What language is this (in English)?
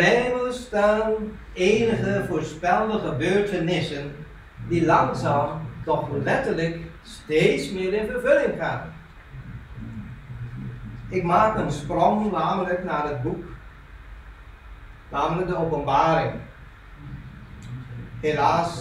Dutch